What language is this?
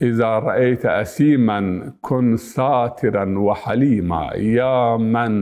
Zaza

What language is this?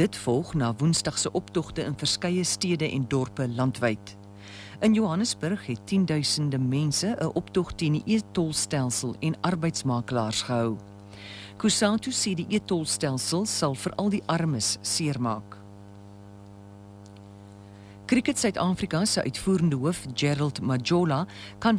Afrikaans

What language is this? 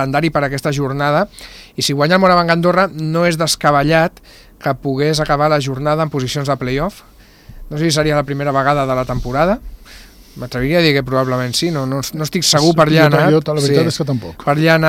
Catalan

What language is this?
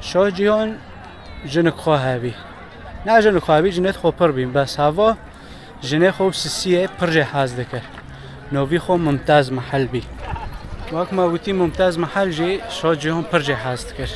Kurdish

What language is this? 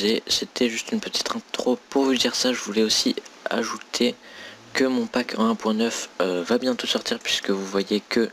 French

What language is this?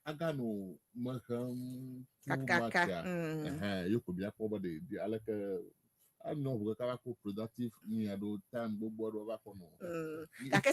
Ewe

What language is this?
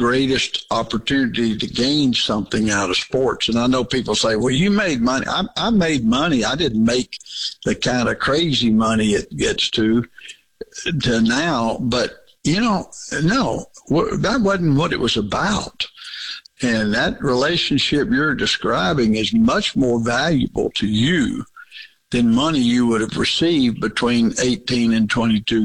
English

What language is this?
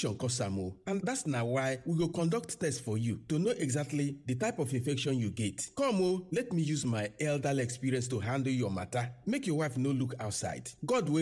Nigerian Pidgin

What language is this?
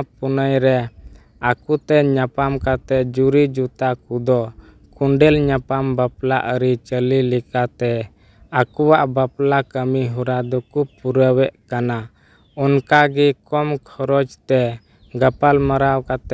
Santali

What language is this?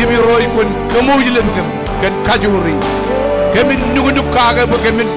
Marshallese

